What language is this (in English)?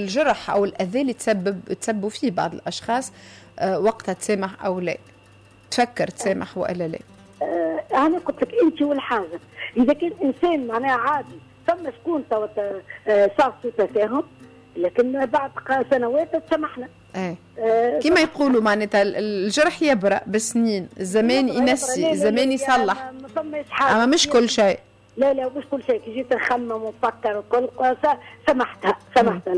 Tunisian Arabic